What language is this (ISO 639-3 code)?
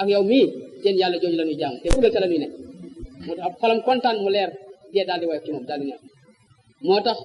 wol